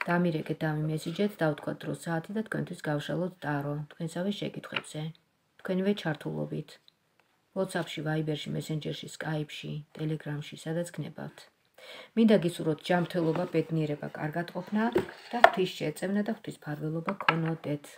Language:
Georgian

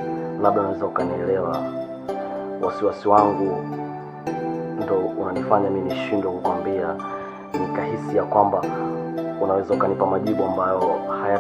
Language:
Swahili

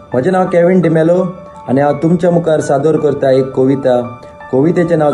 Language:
Konkani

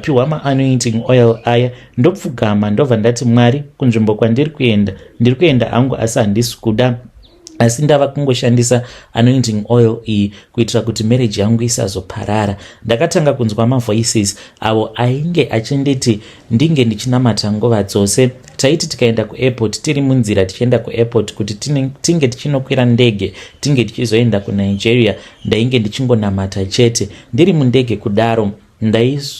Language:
Shona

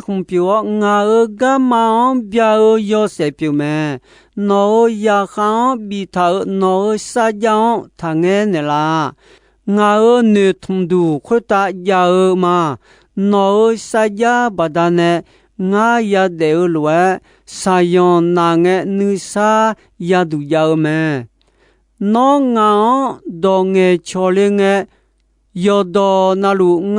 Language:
Akha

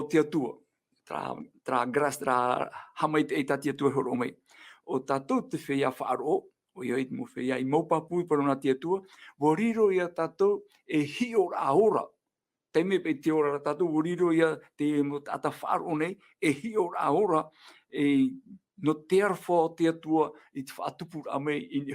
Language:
Tahitian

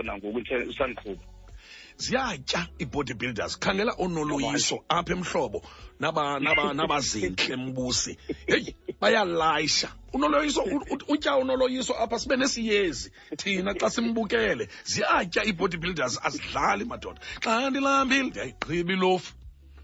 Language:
Xhosa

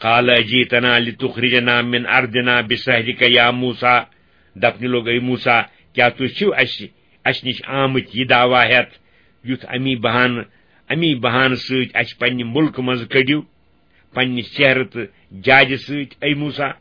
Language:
Kashmiri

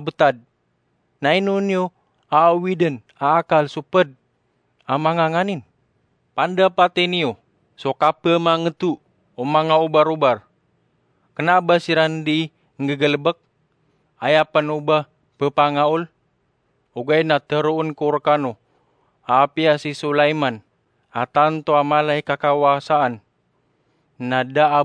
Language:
Maranao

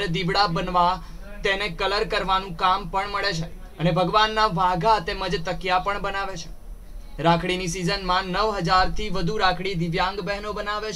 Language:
Gujarati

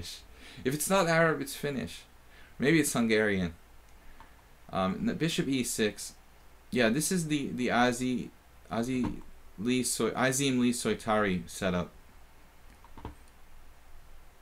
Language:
English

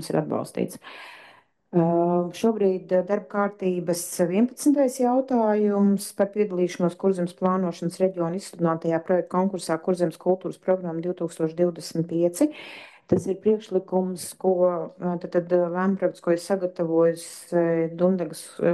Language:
Latvian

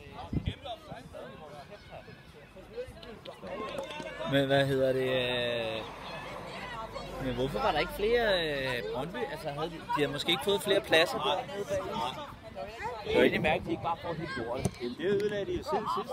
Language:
Danish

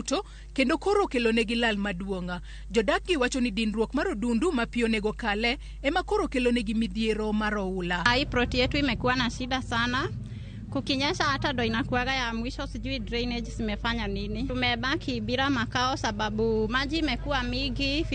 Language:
Luo (Kenya and Tanzania)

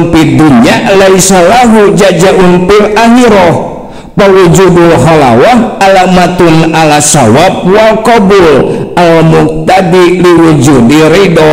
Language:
Sundanese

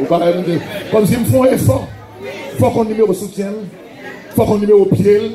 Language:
Haitian Creole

